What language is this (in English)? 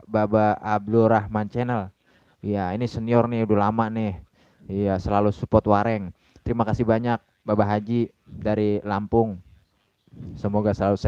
Betawi